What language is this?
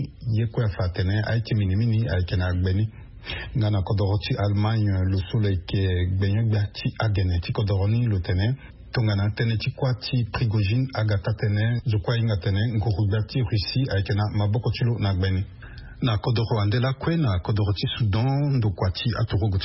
Sango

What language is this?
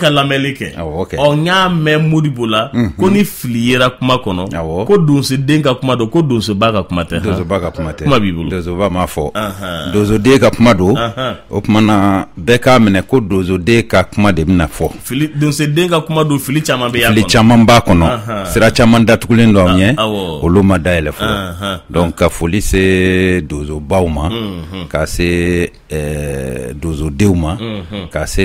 Bambara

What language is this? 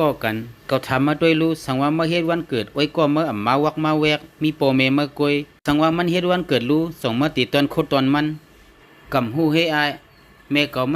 Shan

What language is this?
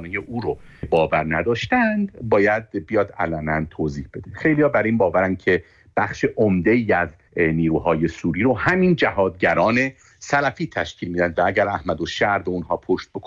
Persian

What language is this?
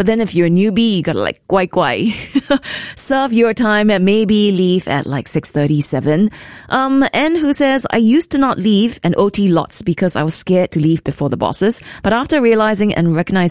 English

